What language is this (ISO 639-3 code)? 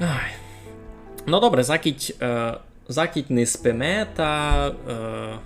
rue